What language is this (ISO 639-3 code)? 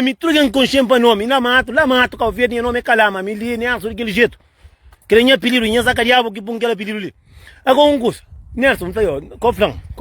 kea